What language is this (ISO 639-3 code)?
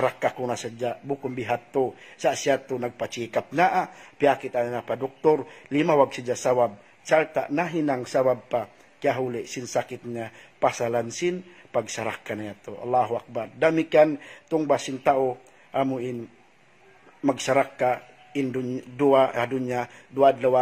tsg